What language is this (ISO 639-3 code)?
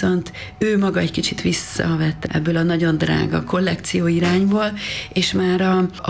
hun